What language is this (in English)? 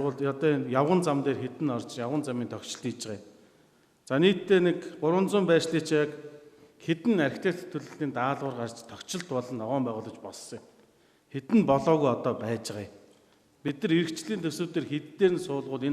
Mongolian